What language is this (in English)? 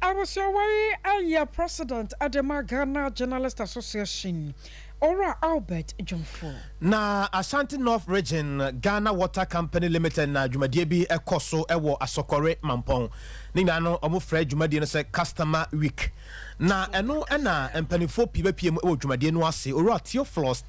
Akan